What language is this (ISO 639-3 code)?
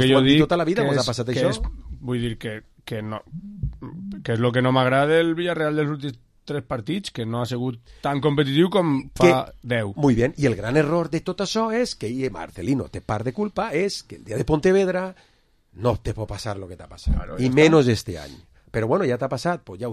cat